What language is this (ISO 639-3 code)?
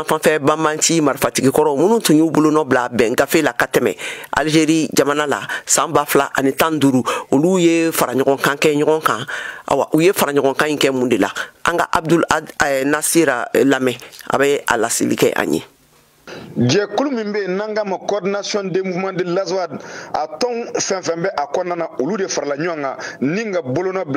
bam